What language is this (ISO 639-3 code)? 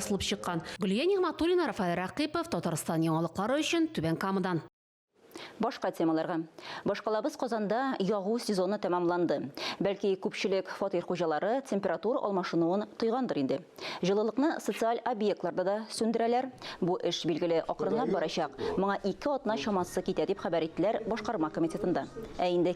tat